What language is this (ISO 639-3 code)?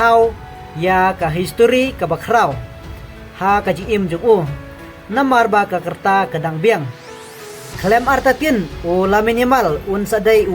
kha